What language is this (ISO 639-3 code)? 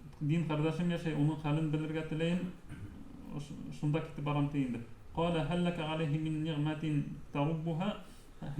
bak